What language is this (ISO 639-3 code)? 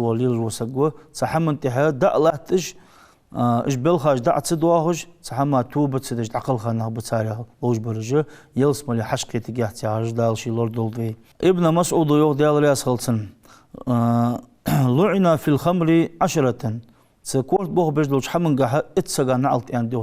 inh